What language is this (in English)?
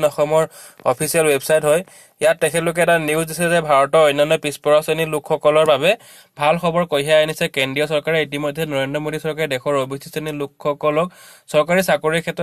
Assamese